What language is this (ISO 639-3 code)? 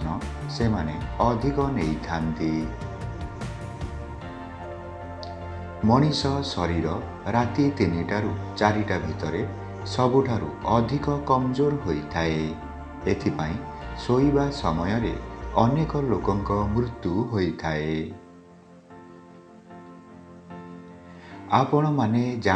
ori